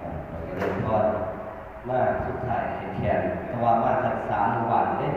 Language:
Lao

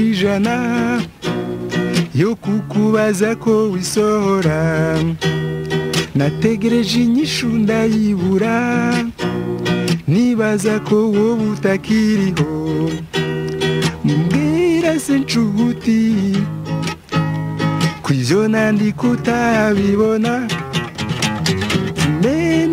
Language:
Rundi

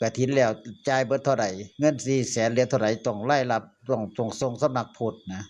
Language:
Northeastern Thai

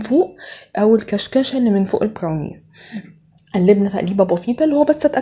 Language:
Egyptian Arabic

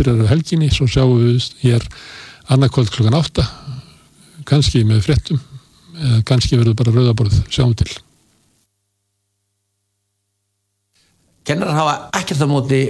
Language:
Icelandic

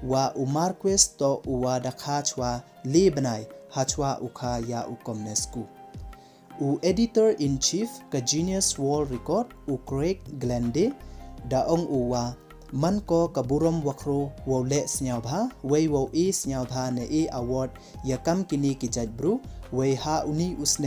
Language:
Pnar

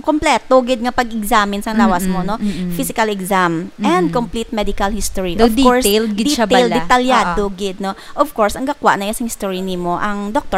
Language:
Hiligaynon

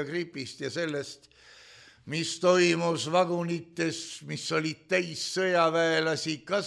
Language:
Estonian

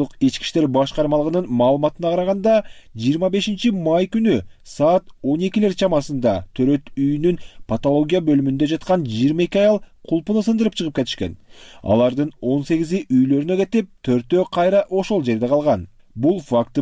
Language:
Kyrgyz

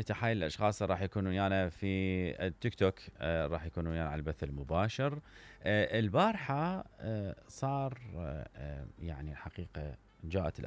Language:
Mesopotamian Arabic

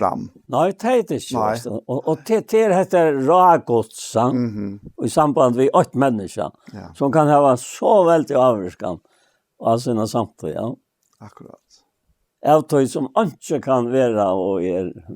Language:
Faroese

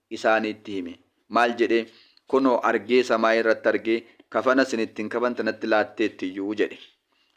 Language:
Oromo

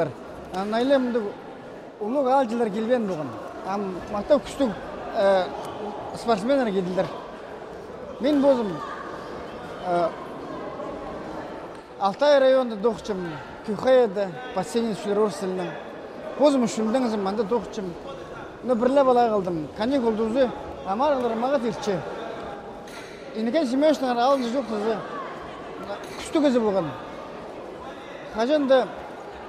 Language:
Khakas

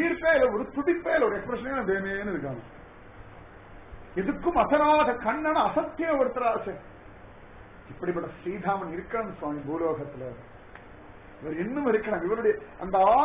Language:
Tamil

